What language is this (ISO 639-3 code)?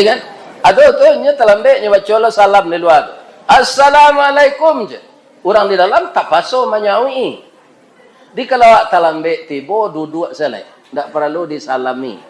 min